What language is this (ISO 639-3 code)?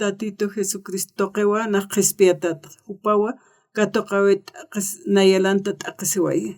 aym